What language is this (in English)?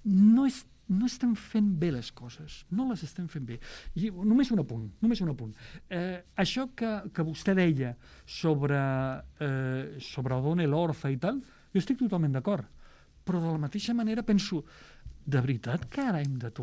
Catalan